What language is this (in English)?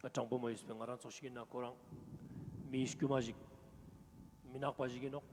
Ladakhi